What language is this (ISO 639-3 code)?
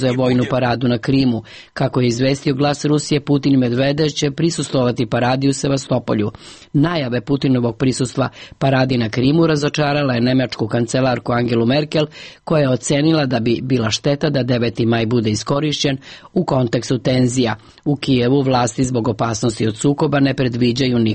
srp